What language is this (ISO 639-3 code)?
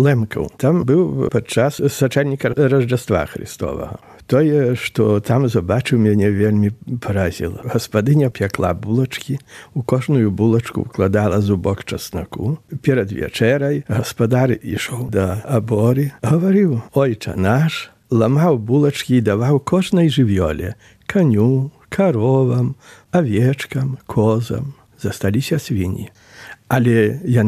bel